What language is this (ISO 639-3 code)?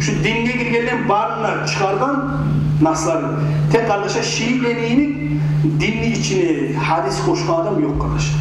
kum